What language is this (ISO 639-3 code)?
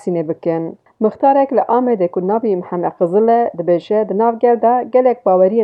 kur